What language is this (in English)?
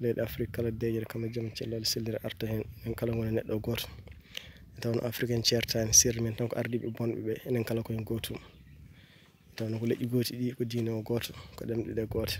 Fula